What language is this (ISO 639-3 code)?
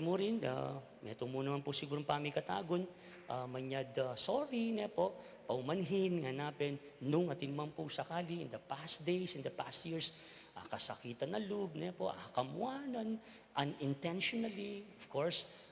pam